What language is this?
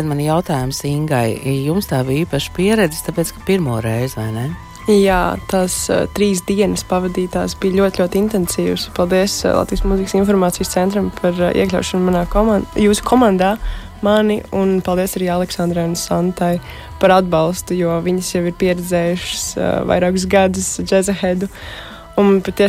Latvian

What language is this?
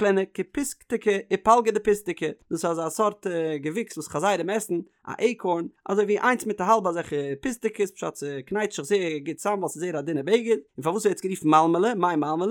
Yiddish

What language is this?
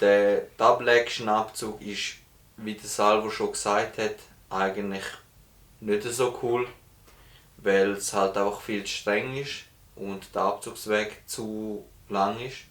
Swiss German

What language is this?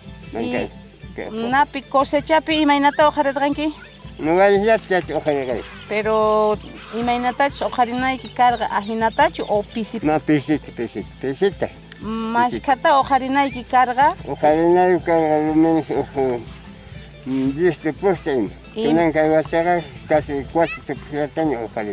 South Bolivian Quechua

